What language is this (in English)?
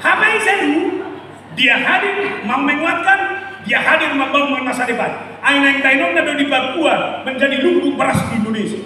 Batak Toba